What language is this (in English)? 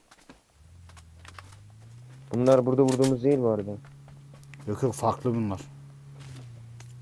Turkish